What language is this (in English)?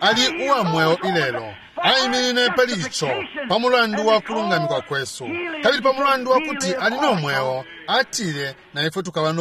Bemba